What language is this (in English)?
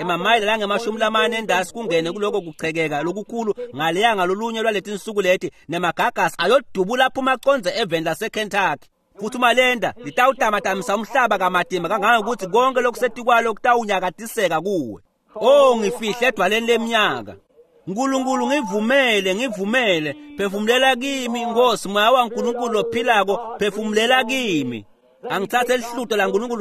Swati